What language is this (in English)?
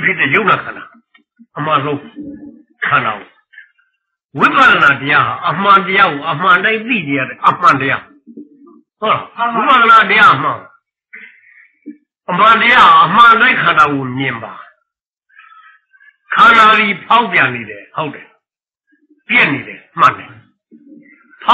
Burmese